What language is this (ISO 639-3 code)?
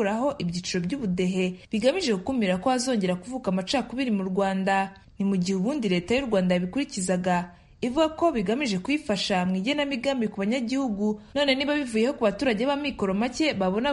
kin